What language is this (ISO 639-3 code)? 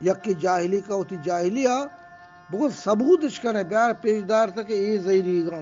bgp